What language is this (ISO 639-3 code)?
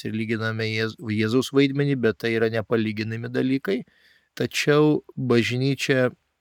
lit